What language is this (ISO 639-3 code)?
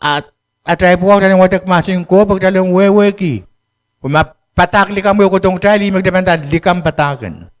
pon